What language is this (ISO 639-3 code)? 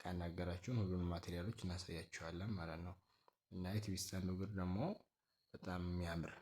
amh